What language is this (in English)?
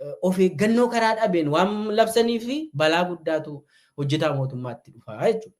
Oromo